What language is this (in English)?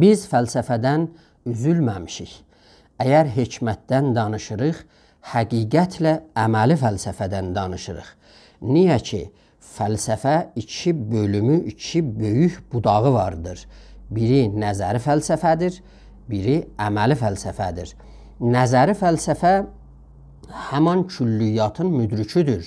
South Azerbaijani